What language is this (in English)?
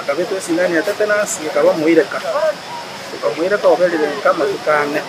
Gusii